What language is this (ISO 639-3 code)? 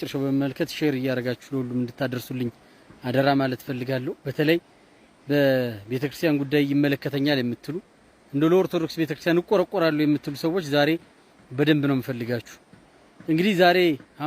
amh